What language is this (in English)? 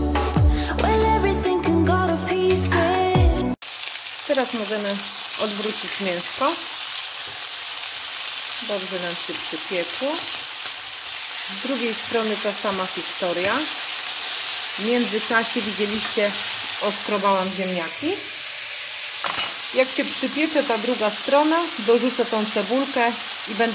Polish